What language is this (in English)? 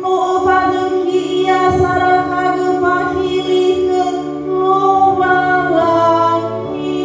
Nias